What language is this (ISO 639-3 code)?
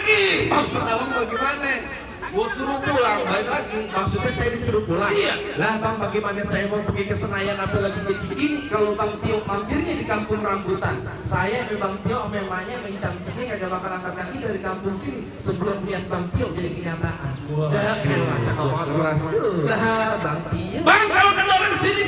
bew